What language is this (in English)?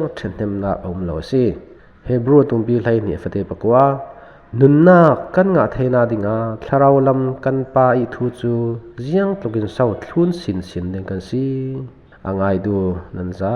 Falam Chin